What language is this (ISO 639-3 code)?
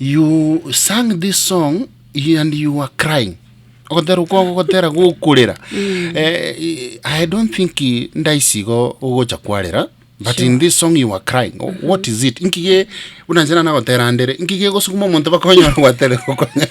guz